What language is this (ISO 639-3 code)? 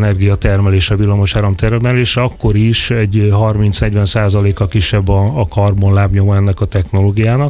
hun